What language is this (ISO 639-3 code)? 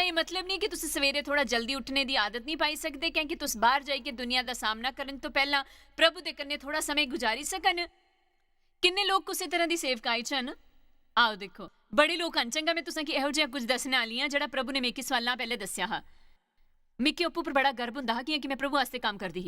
doi